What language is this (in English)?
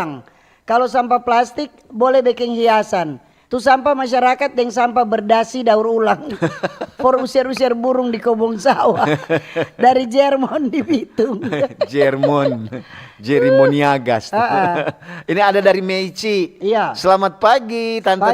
Manado Malay